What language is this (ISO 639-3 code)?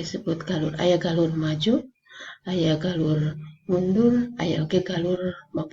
sun